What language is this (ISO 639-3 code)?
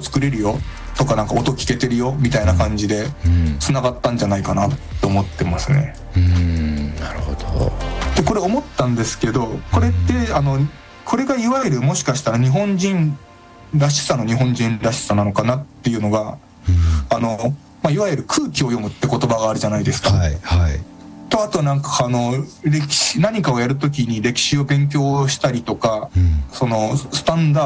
jpn